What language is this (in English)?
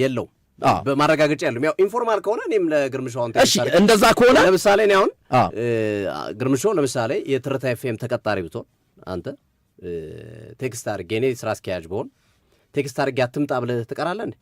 Amharic